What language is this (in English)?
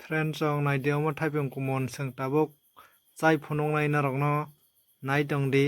Kok Borok